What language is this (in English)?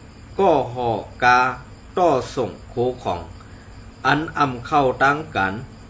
Shan